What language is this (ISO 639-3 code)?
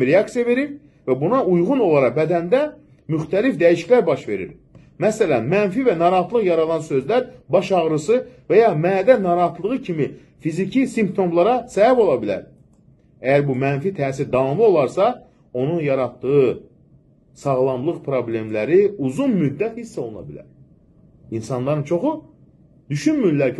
aze